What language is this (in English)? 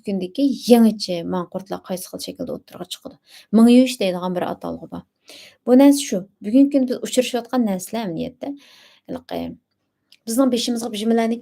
Uyghur